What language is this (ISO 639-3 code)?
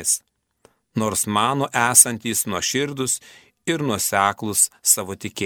lit